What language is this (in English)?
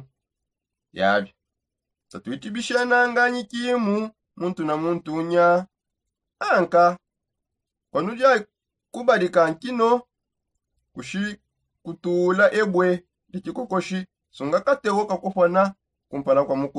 Songe